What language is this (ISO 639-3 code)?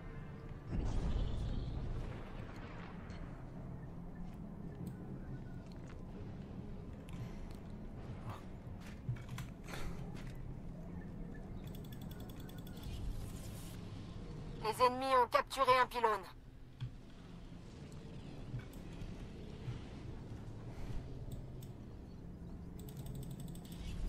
fra